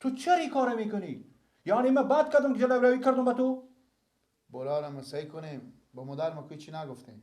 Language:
Persian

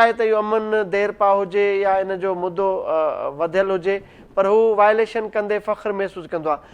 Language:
Sindhi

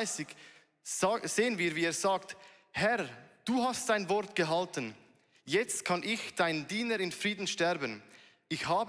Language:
Swiss German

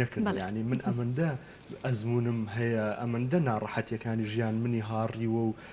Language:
Central Kurdish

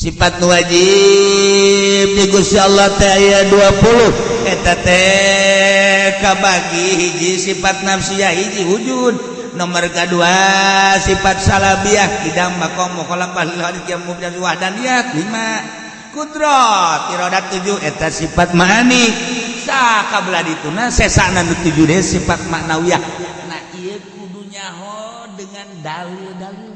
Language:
Sundanese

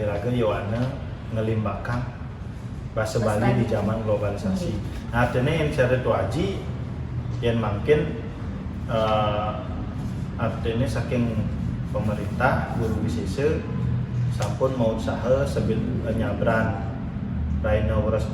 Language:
Balinese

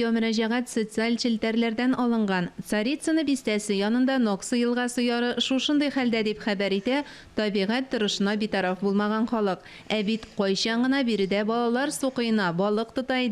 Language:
Tatar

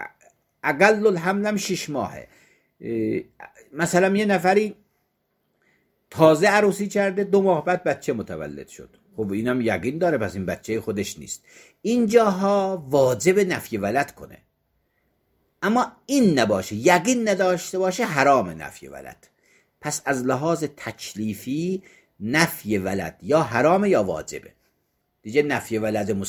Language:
Persian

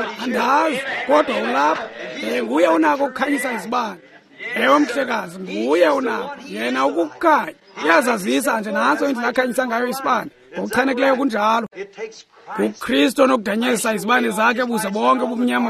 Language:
Xhosa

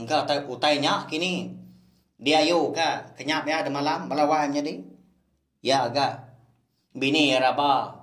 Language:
Iban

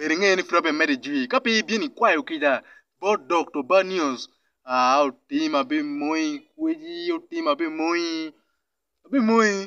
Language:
Acoli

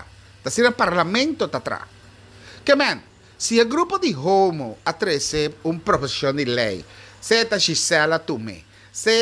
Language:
Papiamento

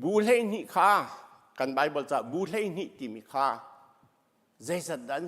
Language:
Hakha Chin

